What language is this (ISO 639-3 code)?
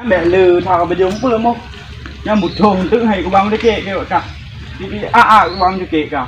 ace